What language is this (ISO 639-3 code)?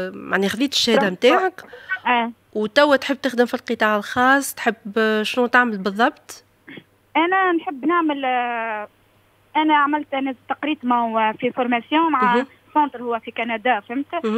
aeb